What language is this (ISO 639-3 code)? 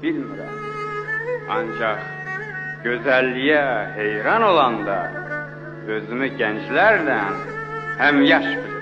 azb